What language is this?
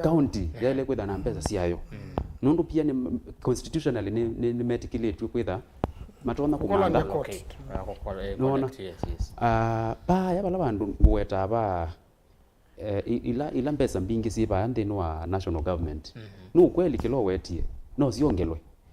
Kamba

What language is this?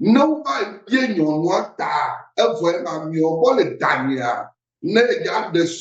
Ewe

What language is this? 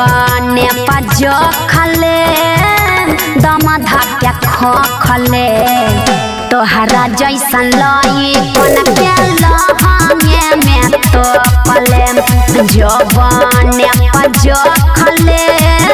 Bhojpuri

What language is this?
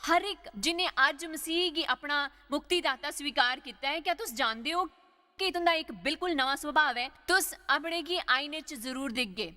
Dogri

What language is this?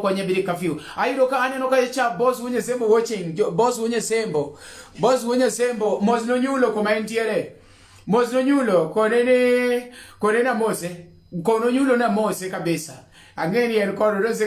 Luo (Kenya and Tanzania)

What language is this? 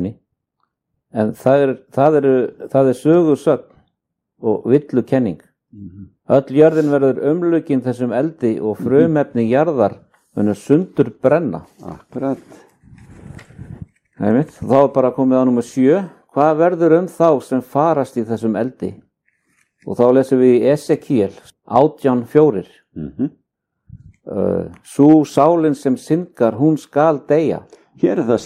Icelandic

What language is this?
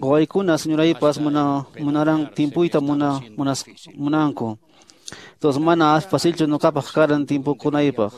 Quechua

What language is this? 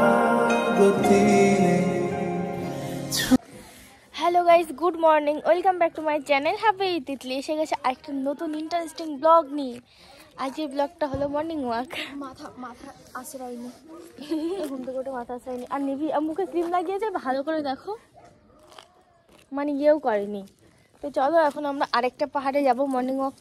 Bangla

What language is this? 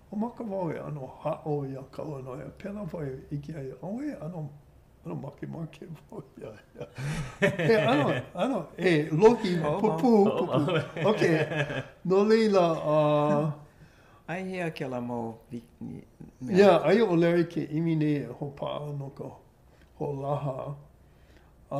Hawaiian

